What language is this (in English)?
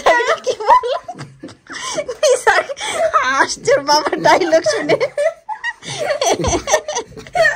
Bangla